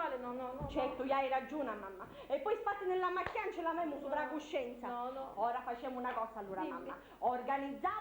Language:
Sicilian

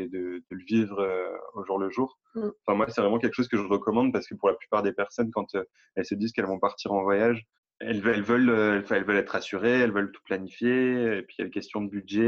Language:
French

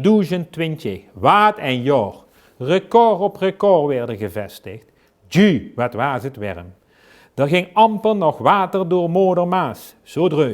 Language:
Limburgish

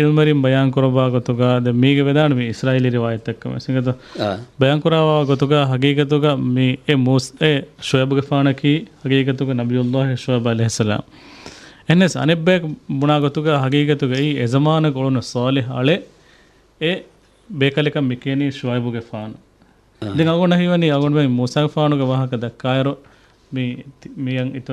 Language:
Divehi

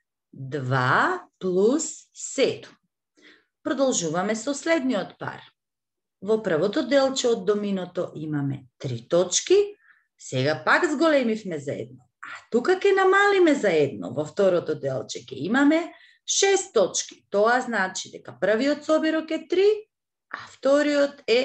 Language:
Macedonian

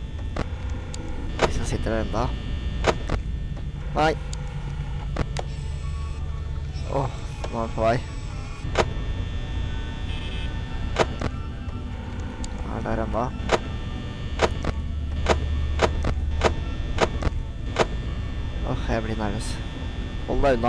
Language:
Norwegian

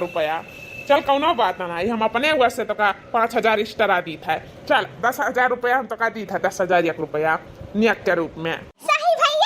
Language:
Awadhi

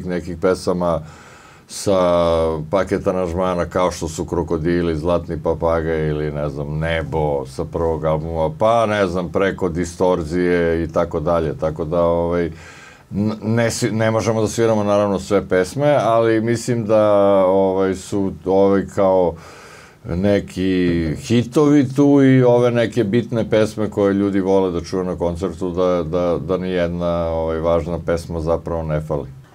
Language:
Serbian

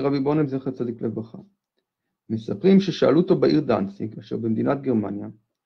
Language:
Hebrew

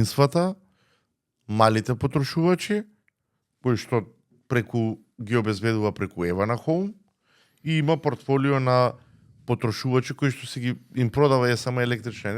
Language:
Macedonian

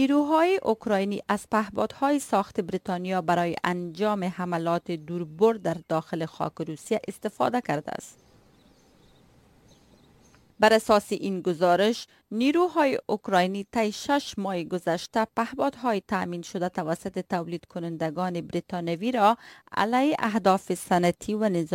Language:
Persian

